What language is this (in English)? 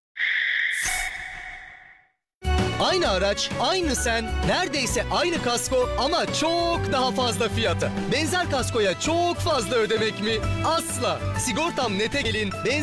Turkish